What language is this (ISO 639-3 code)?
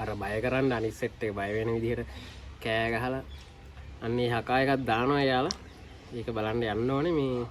sin